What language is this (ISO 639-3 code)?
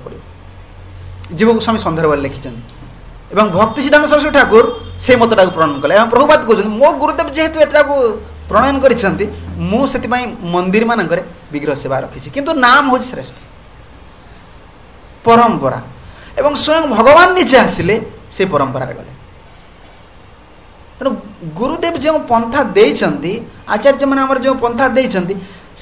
ori